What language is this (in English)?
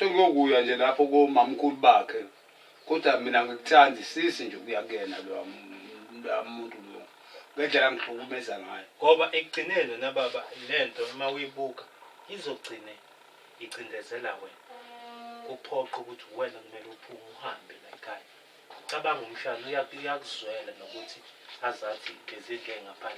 Zulu